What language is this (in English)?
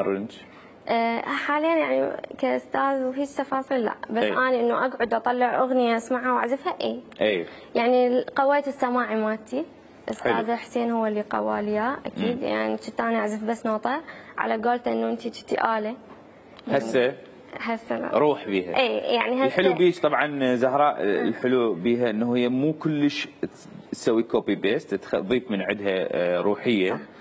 Mesopotamian Arabic